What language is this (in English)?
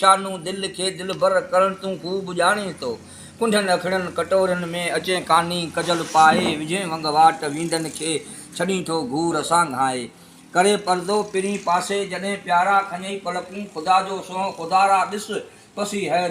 Sindhi